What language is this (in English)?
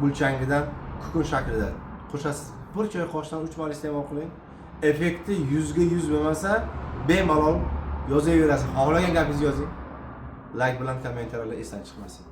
Uzbek